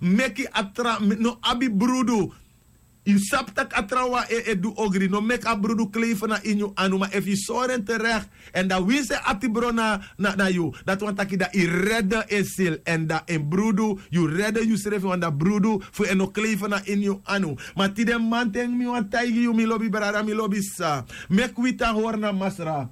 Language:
Sranan Tongo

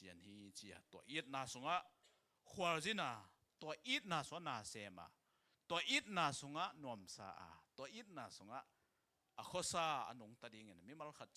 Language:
Tedim Chin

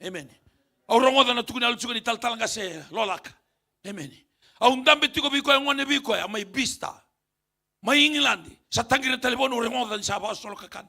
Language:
Fijian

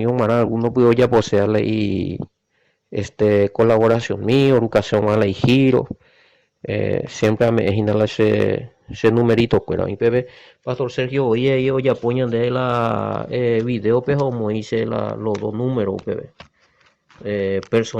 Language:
Guarani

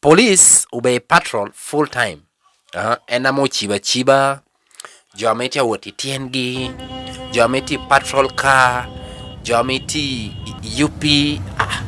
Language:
Lango (Uganda)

